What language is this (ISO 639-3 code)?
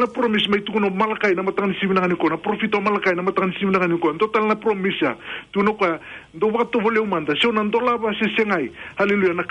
fij